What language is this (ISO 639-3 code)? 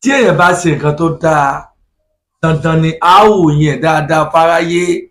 yor